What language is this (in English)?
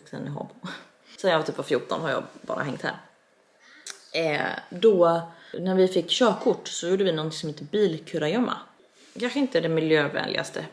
Swedish